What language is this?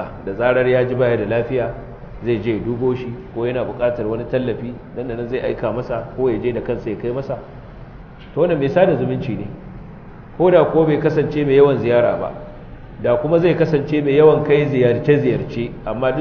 Hausa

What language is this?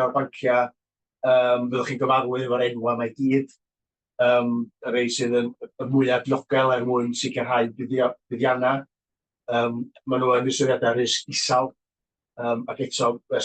Welsh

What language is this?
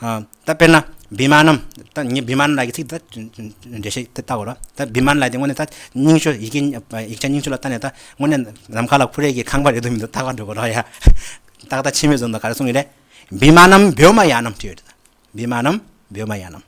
Tibetan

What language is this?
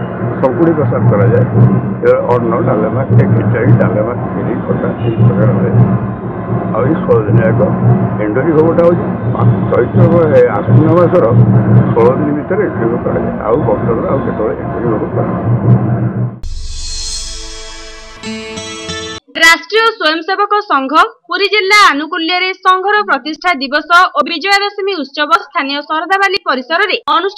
Odia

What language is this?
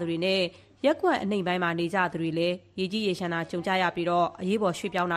Burmese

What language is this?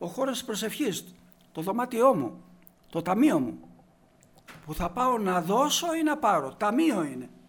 Greek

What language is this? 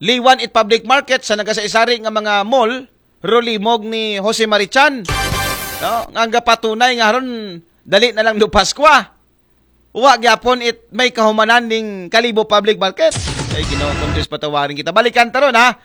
Aklanon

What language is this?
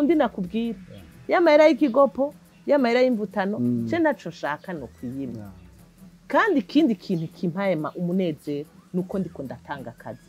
Rundi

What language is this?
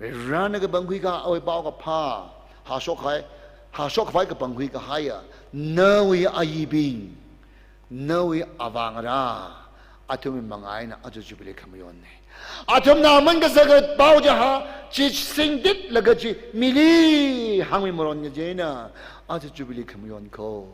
Tangkhul Naga (India)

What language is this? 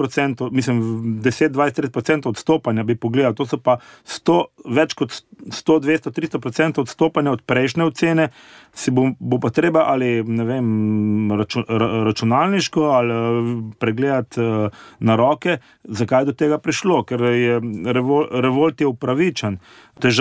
Slovenian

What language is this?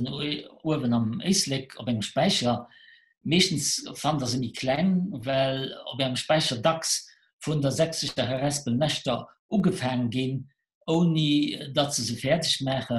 Luxembourgish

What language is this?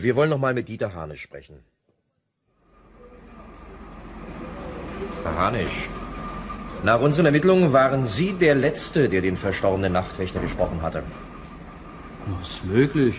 German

